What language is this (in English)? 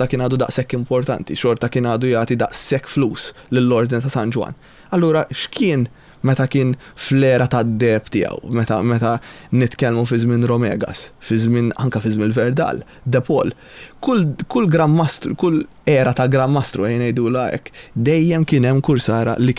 Maltese